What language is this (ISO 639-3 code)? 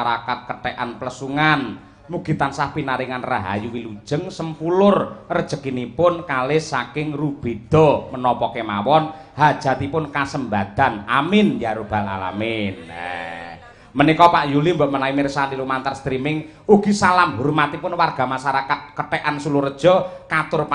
jav